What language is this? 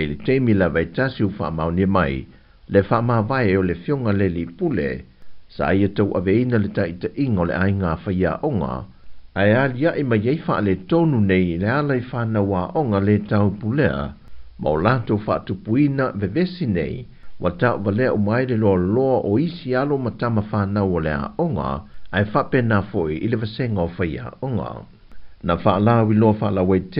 Samoan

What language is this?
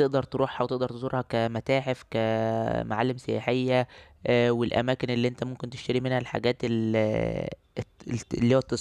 Egyptian Arabic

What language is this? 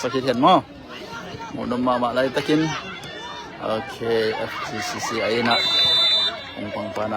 Tedim Chin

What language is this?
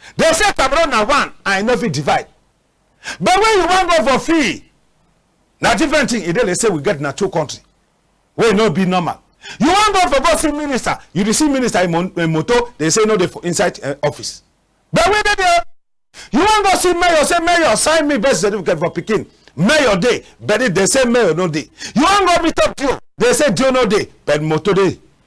Cameroon Pidgin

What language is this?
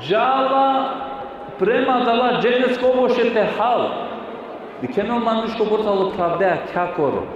Balkan Romani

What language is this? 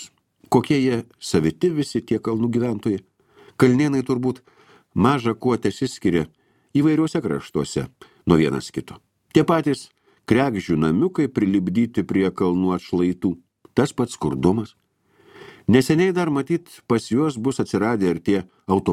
Lithuanian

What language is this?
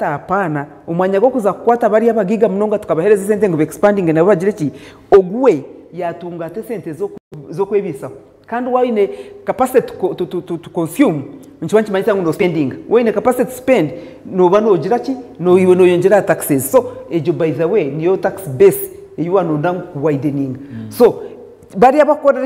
Nyankole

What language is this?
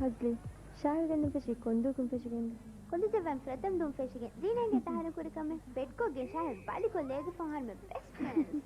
Divehi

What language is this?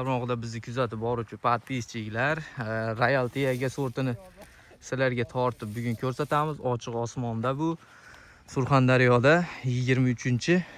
Uzbek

